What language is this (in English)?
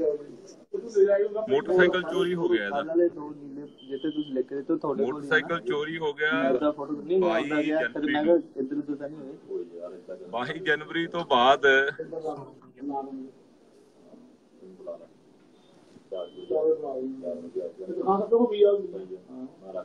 Punjabi